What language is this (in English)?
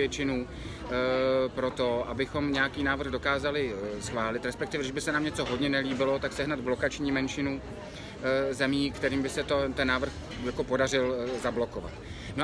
Czech